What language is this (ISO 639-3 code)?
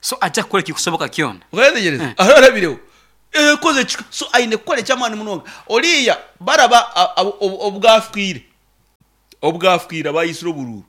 nyn